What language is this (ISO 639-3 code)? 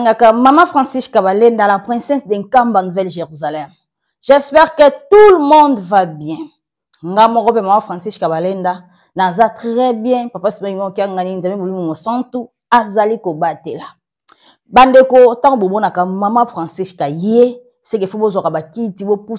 lin